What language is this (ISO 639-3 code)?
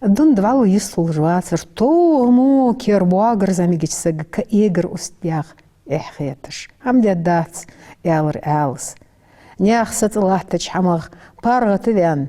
inh